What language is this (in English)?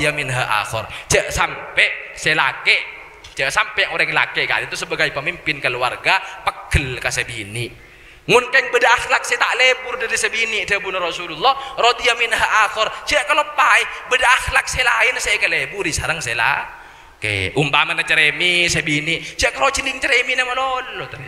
Madurese